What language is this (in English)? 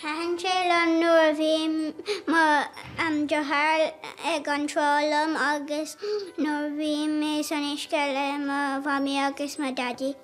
Irish